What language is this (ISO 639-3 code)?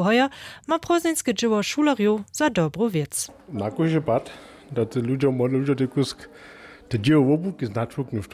hsb